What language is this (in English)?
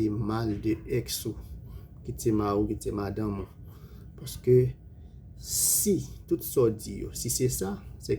Haitian Creole